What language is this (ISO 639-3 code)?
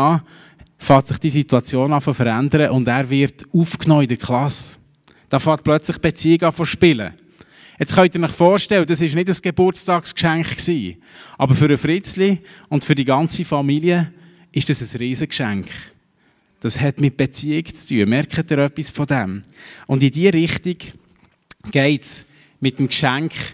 gsw